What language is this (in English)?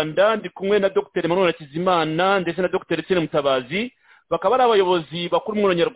Kinyarwanda